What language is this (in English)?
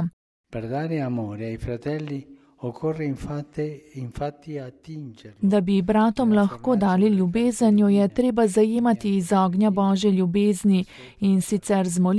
Slovenian